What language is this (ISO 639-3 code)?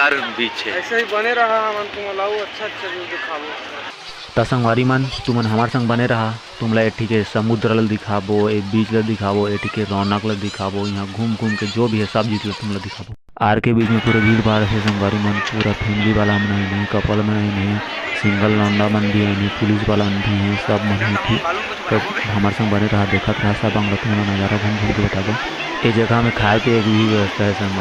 hne